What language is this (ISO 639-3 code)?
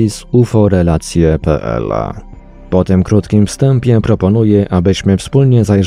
pol